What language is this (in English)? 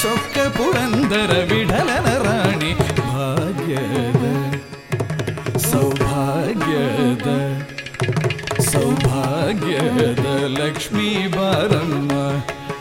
Kannada